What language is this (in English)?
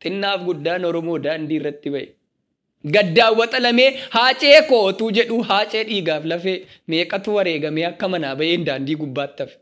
Oromo